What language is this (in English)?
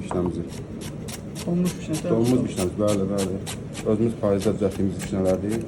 Azerbaijani